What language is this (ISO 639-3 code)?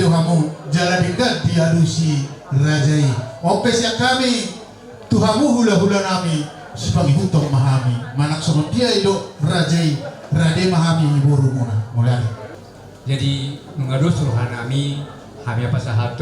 bbc